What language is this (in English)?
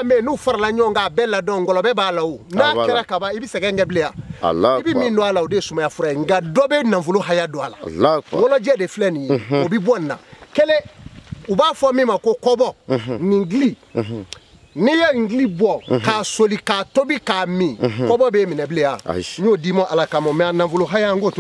Bambara